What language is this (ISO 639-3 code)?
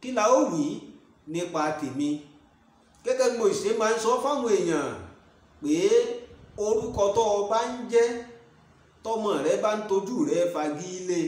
yor